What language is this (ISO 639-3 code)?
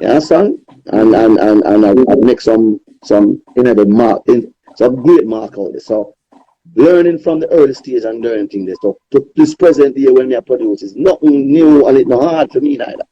jam